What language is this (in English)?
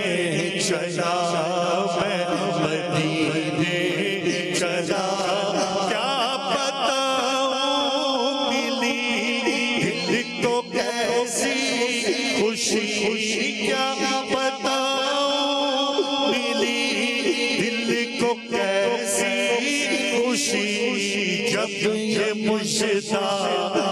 Urdu